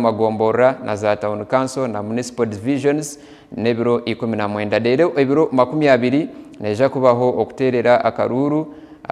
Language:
Nyankole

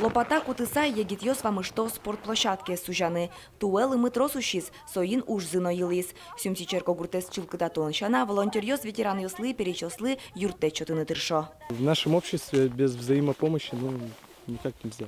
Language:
Udmurt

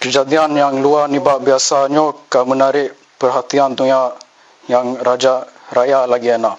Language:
Achinese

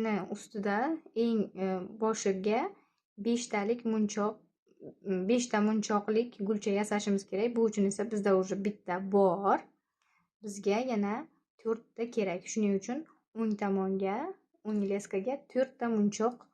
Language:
Uzbek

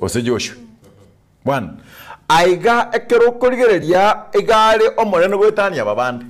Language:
Gusii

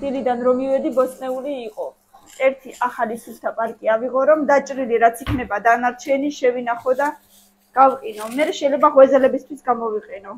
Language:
Georgian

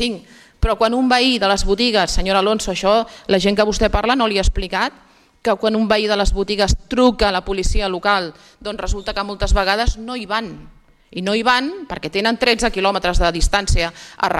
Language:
Catalan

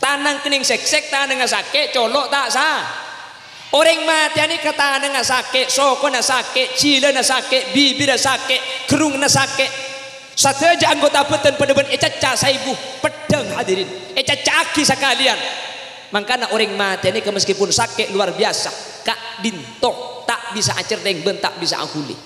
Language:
Madurese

